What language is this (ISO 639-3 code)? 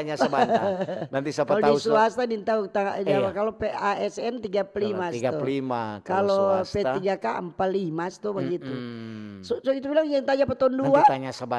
xmm